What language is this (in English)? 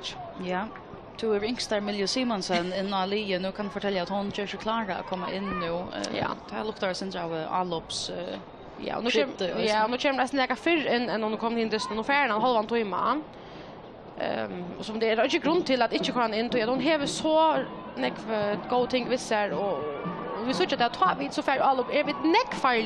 Faroese